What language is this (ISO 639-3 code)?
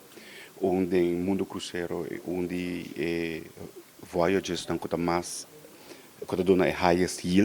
pap